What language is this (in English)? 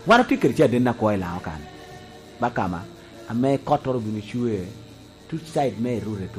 Lango (Uganda)